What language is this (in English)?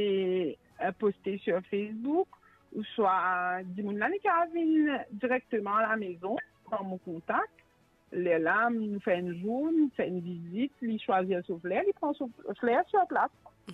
Morisyen